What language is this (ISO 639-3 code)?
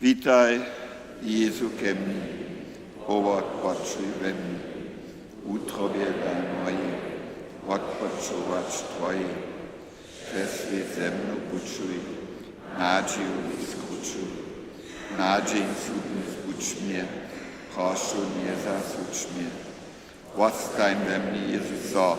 hsb